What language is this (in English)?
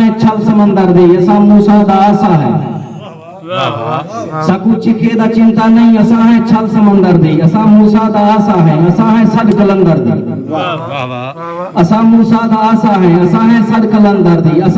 Saraiki